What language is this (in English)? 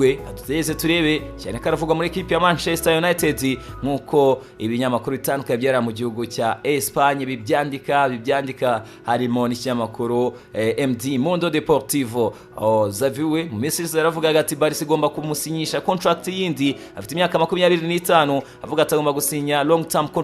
Kinyarwanda